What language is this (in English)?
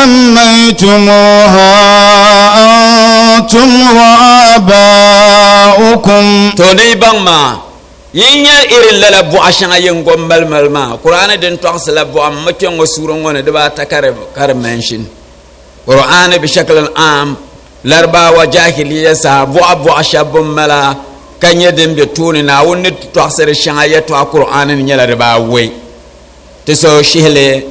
Dagbani